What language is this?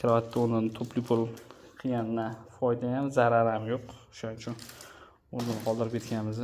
Uzbek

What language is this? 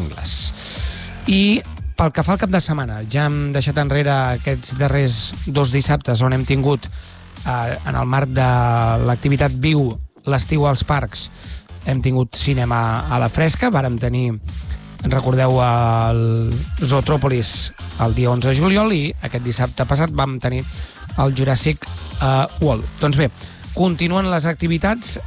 Catalan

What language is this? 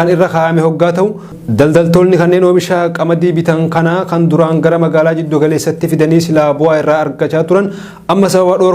Oromo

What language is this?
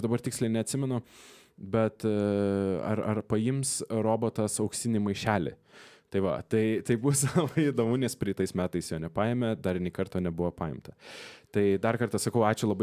Lithuanian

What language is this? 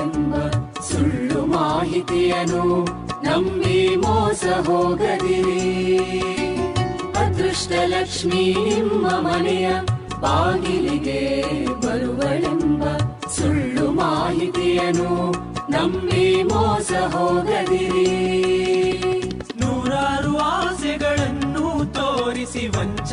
Kannada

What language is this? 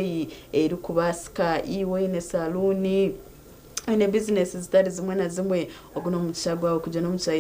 Nyankole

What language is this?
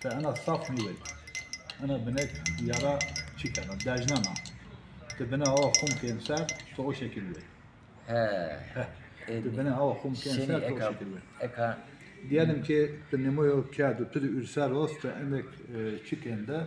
Zaza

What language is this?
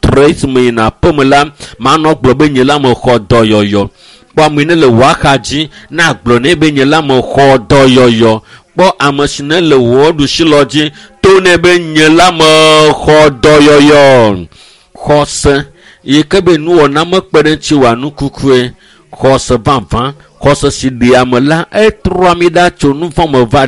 Ewe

